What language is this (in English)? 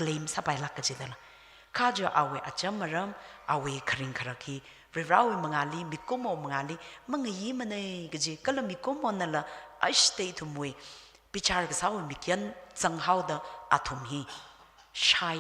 Tangkhul Naga (India)